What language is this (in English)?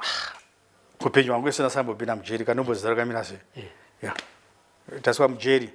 Shona